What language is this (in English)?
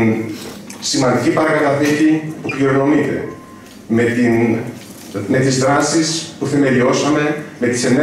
Greek